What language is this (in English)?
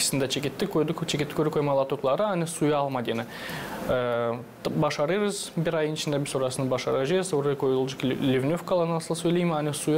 Gagauz